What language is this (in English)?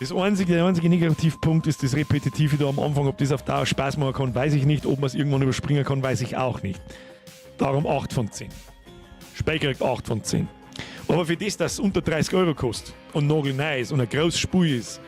Bavarian